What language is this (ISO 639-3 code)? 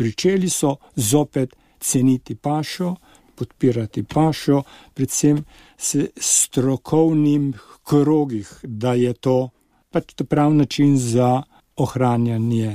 slv